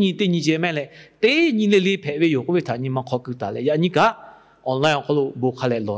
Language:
Lahu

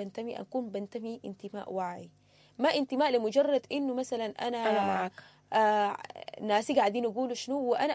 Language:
Sudanese Arabic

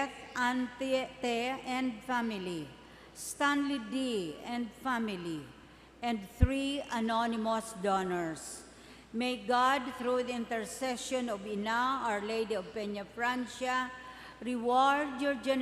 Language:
Bikol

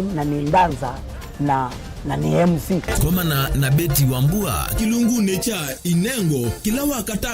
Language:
Kamba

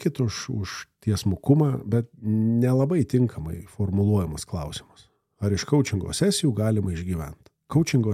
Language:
Lithuanian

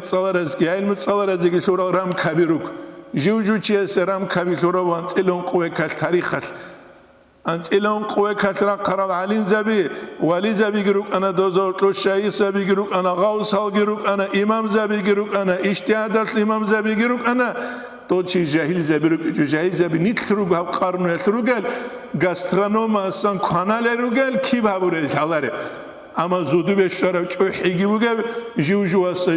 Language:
Avaric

